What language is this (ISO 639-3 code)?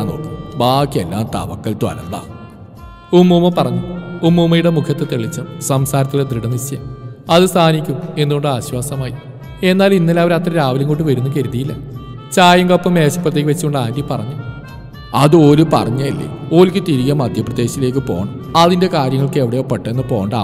mal